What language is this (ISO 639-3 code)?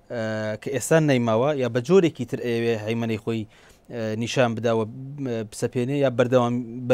ckb